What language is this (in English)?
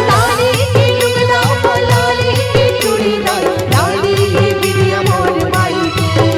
Chhattisgarhi